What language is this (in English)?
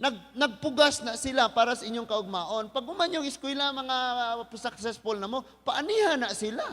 Cebuano